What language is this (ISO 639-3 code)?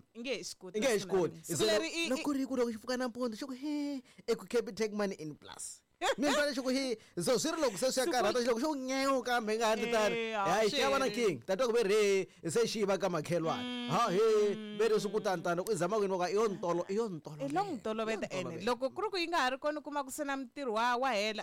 tso